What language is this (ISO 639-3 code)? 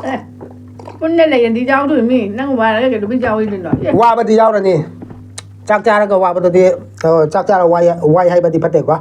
mni